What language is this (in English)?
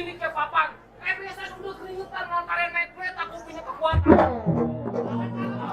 Betawi